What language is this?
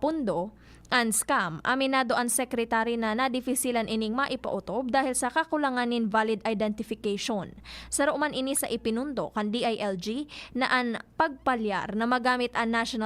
Bikol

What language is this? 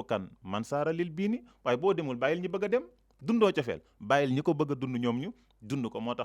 Wolof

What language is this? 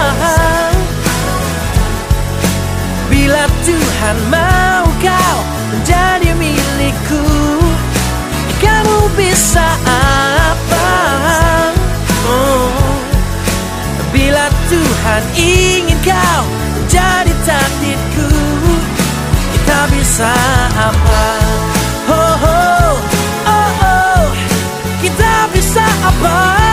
Indonesian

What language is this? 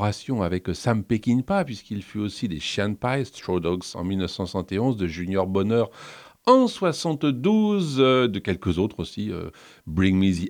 French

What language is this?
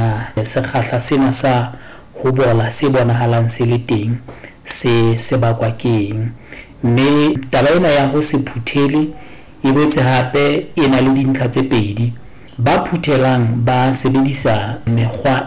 Southern Sotho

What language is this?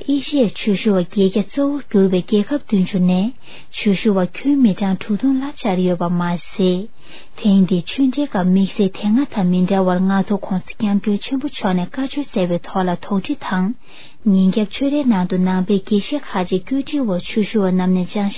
Tibetan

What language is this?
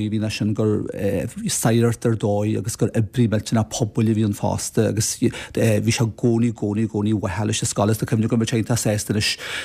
Irish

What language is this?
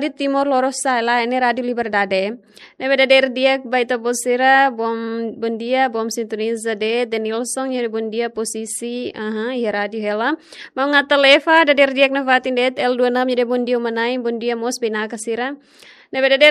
Tetum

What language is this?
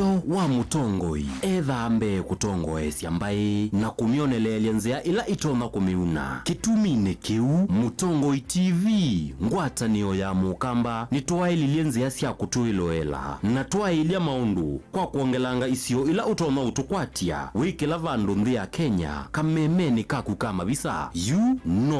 Kamba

